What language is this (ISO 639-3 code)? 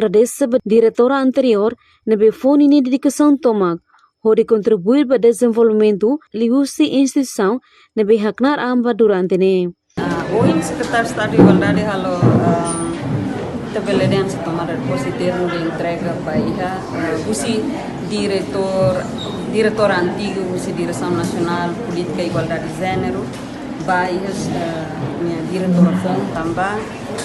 tet